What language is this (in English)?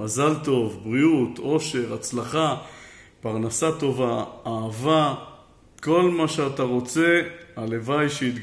Hebrew